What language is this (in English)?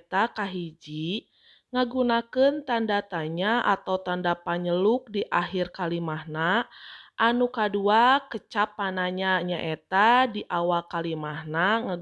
Sundanese